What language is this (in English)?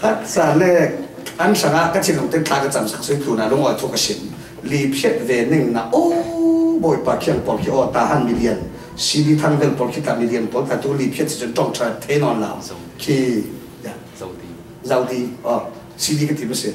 Falam Chin